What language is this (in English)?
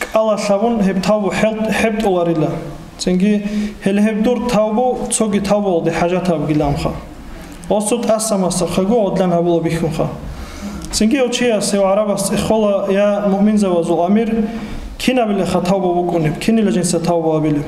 Avaric